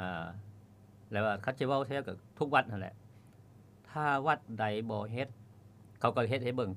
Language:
Lao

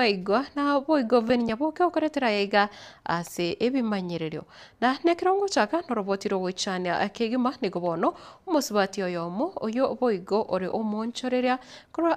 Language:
Gusii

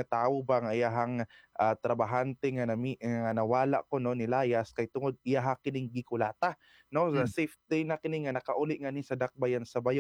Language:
Cebuano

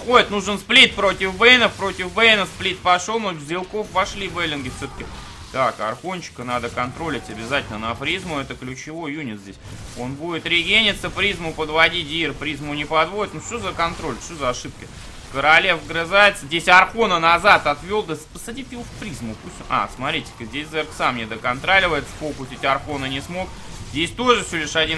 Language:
Russian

